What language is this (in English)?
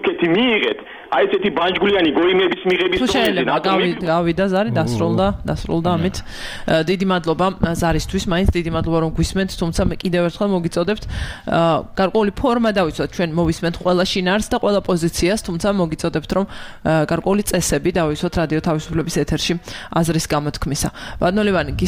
Georgian